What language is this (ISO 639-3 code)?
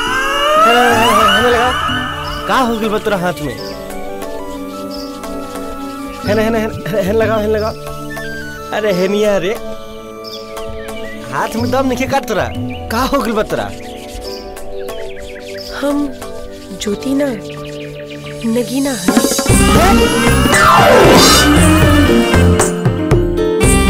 bho